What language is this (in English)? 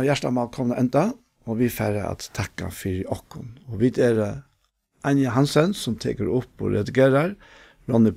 Faroese